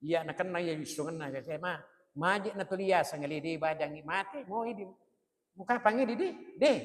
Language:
Buginese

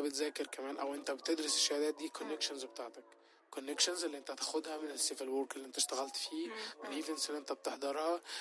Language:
Egyptian Arabic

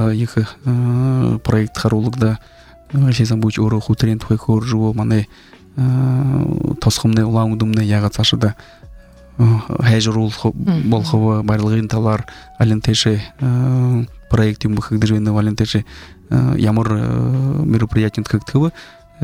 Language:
Buriat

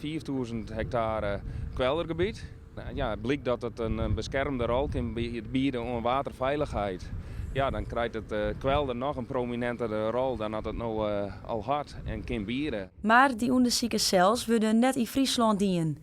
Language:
Western Frisian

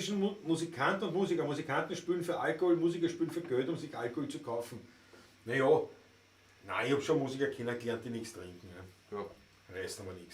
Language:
Bavarian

